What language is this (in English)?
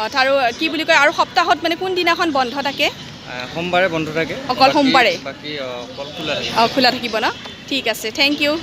Assamese